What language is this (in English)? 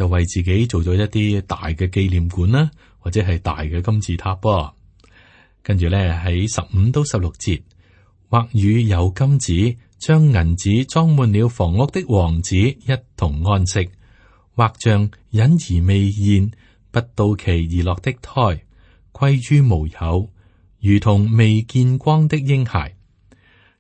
Cantonese